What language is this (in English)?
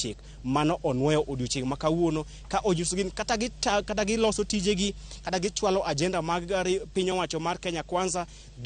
Luo (Kenya and Tanzania)